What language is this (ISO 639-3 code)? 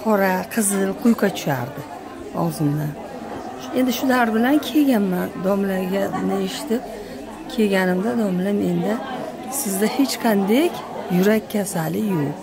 uzb